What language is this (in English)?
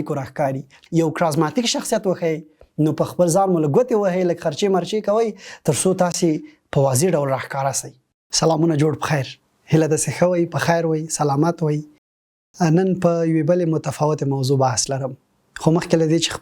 Pashto